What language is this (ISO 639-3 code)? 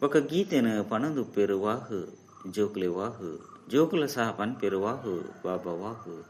tcy